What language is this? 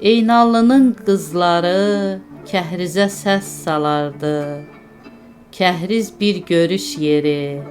Azerbaijani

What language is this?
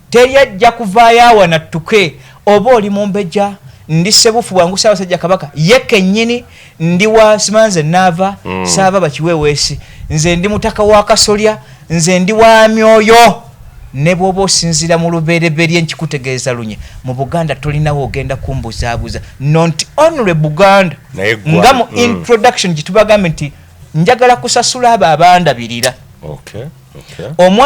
Ganda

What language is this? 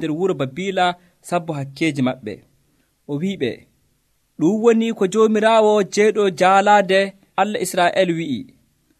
Nigerian Fulfulde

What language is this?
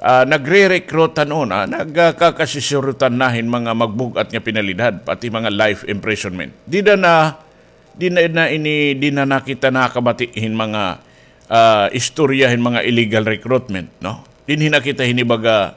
Waray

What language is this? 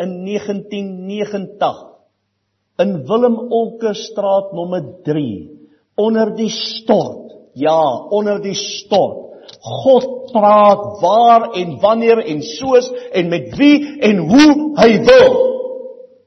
Afrikaans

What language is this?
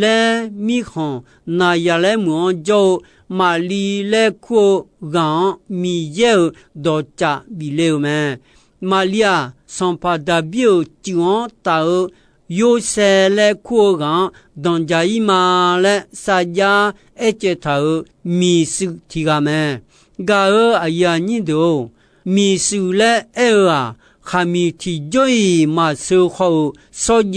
Akha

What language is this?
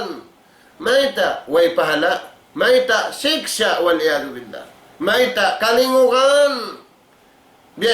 Tausug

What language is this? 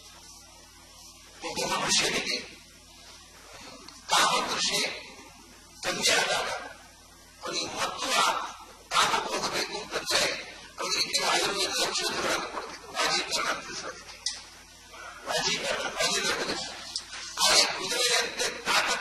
Kannada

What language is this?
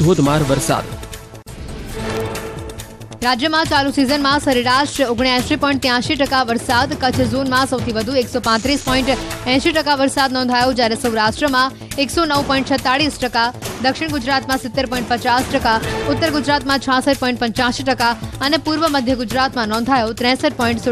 Gujarati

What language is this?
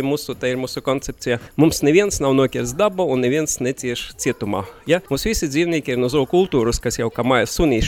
Latvian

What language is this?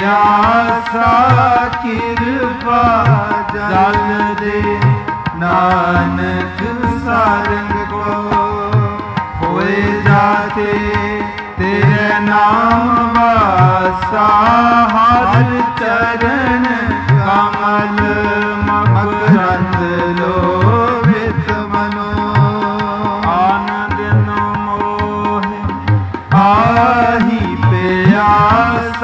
Punjabi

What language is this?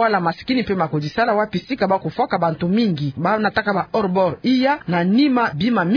Kituba (Democratic Republic of Congo)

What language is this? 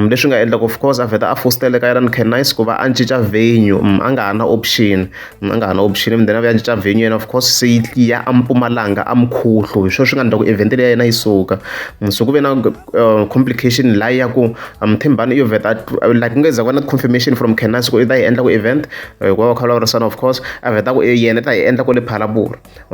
Tsonga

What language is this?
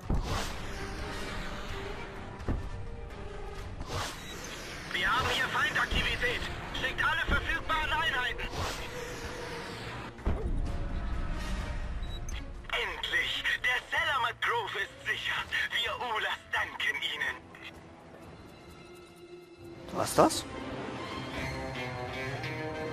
German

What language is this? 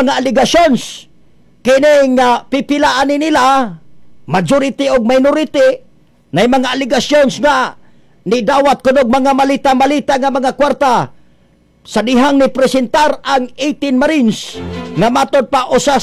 Cebuano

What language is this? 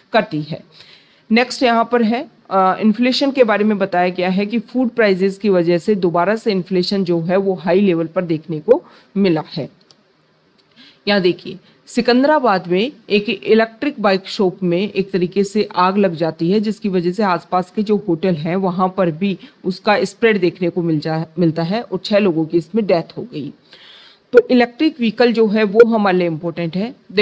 Hindi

